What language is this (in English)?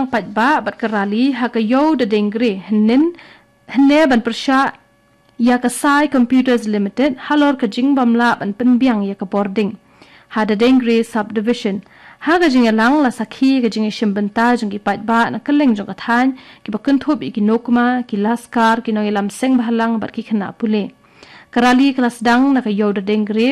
Khasi